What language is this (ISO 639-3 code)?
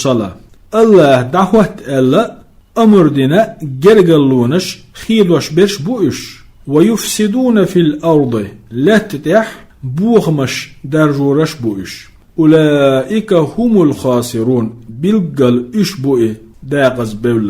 che